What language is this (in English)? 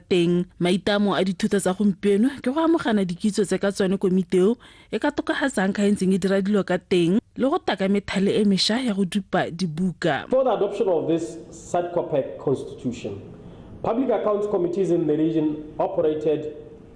Tswana